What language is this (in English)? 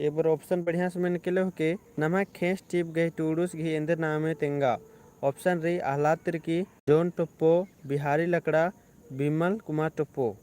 Kurukh